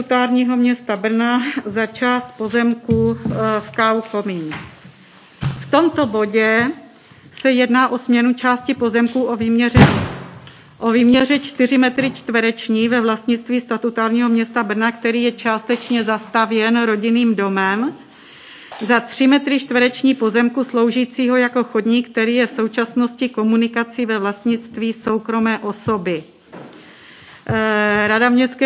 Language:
Czech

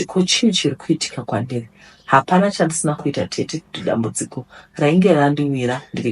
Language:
Shona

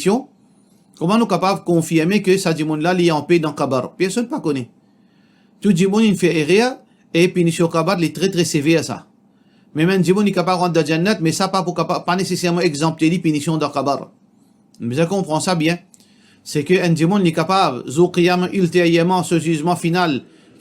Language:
Morisyen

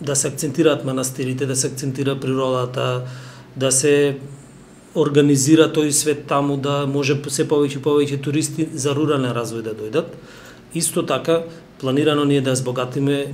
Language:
Macedonian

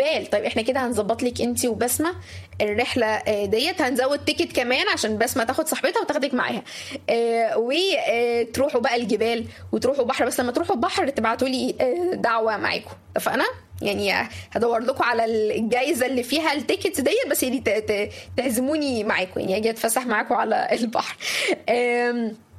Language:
Egyptian Arabic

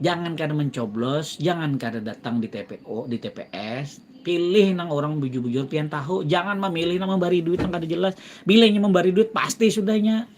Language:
Banjar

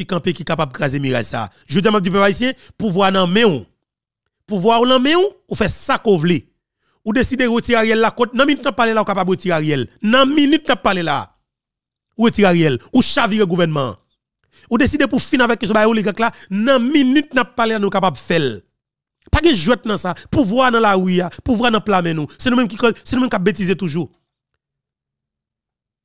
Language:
Haitian Creole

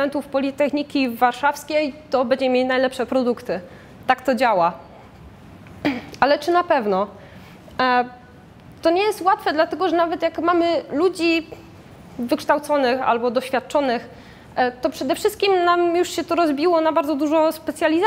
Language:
Polish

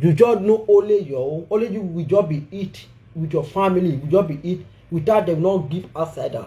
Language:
Nigerian Pidgin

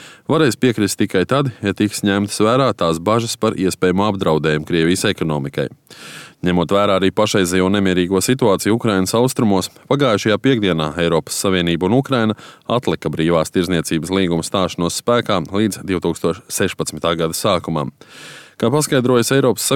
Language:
Latvian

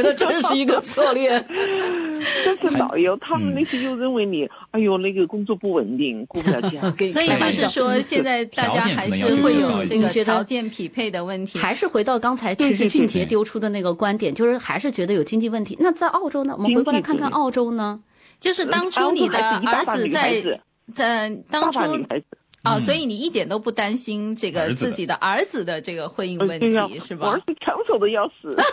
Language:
Chinese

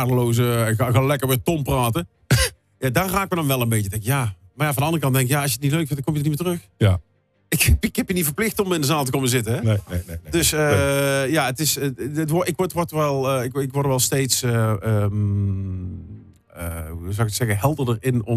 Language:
Dutch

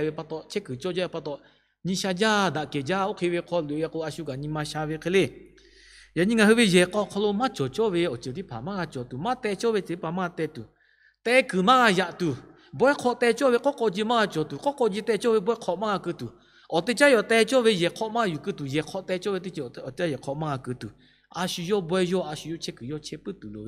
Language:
Lahu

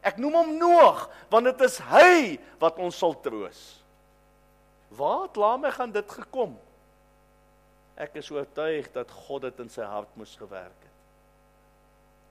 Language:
Afrikaans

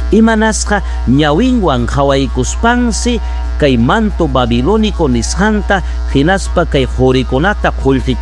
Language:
Ayacucho Quechua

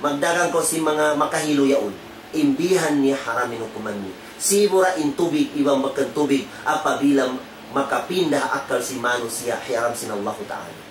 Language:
Tausug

